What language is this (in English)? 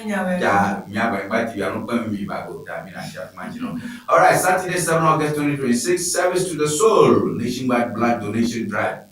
Ewe